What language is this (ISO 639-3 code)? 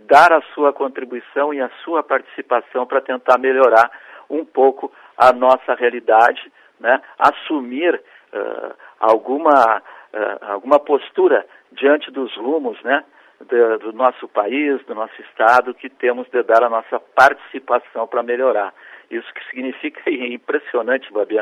por